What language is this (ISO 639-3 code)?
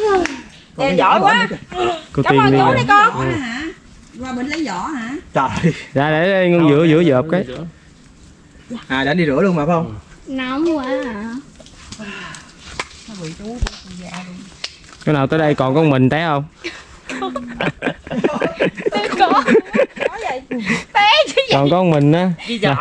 vie